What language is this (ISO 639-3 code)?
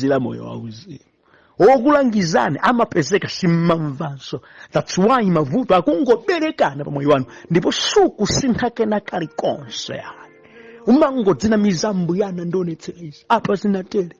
nya